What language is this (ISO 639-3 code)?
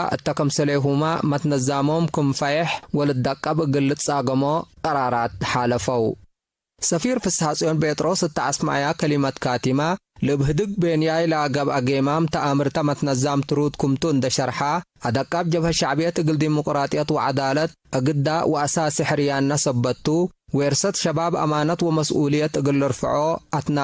tig